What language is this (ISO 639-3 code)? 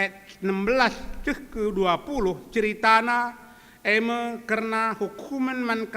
btx